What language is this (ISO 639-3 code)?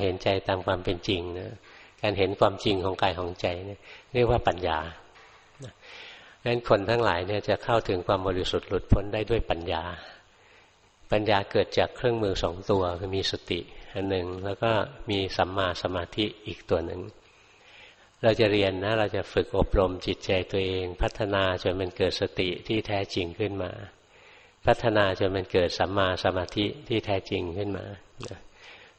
tha